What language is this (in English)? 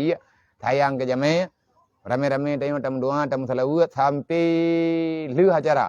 Achinese